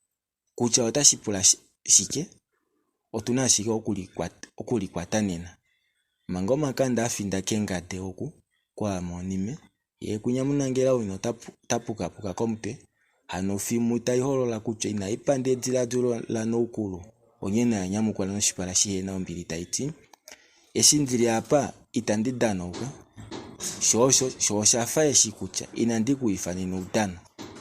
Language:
Kuanyama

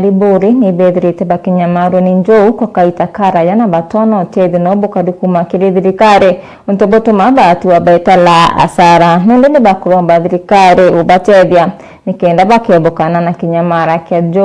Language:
Meru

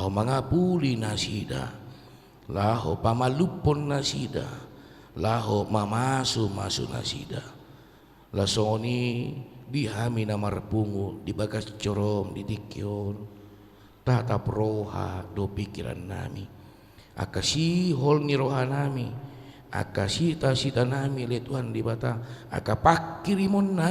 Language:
Batak Toba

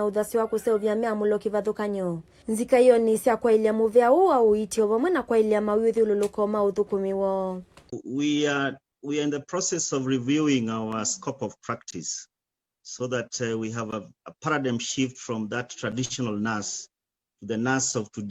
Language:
Kamba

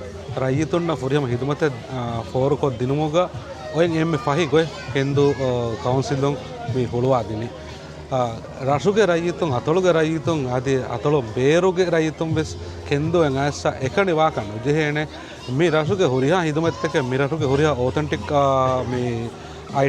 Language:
Divehi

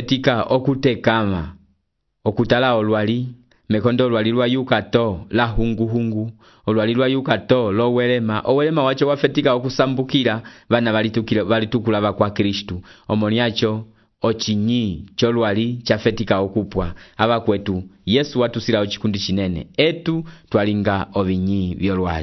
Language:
Umbundu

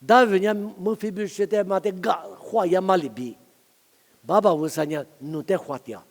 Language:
Lisu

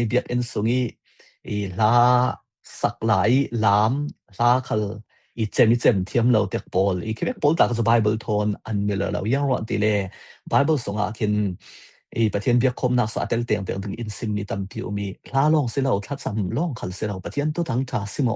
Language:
Falam Chin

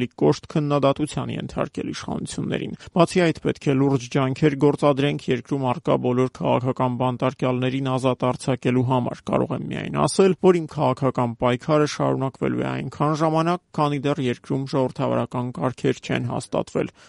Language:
Armenian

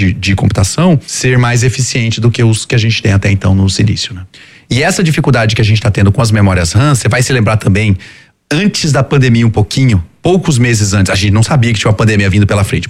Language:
Portuguese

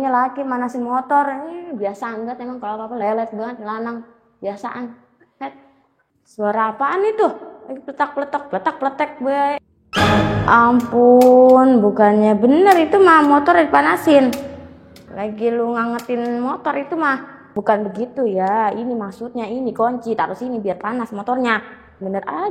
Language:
Betawi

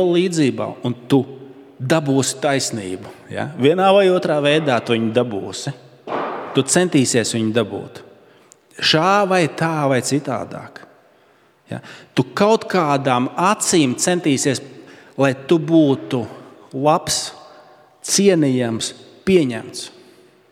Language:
Latvian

